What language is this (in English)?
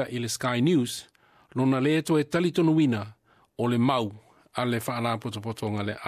Samoan